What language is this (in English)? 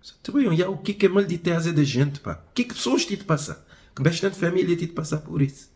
Kabuverdianu